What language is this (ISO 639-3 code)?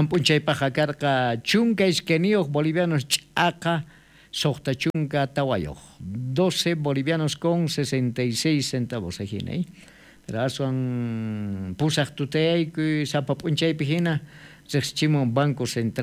quh